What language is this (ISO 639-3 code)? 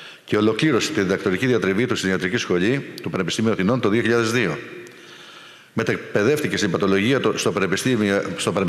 ell